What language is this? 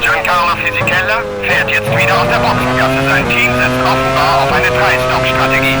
Bavarian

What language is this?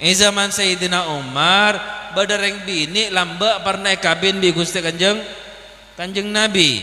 Madurese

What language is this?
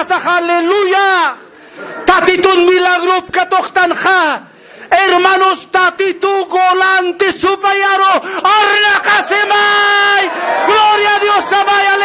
Aymara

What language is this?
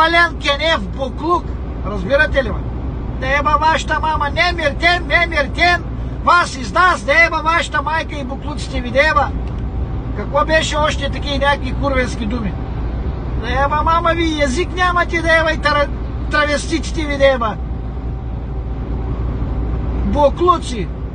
Bulgarian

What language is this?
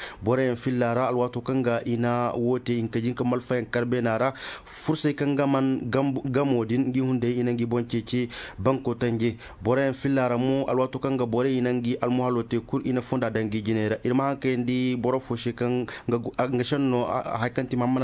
Zarma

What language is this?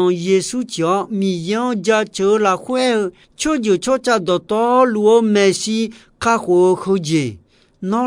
Akha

